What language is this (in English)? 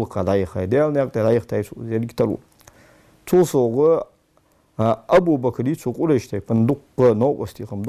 Ingush